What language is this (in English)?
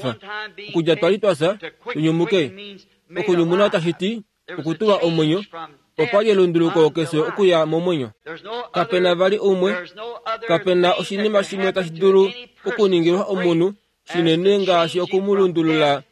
Kuanyama